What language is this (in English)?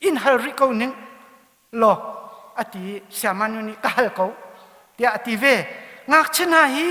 Hakha Chin